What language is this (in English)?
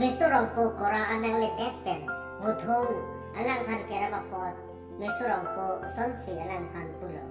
Karbi